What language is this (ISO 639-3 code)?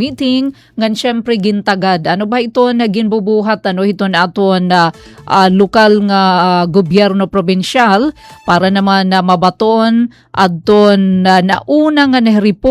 war